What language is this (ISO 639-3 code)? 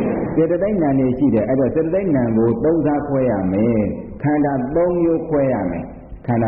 mya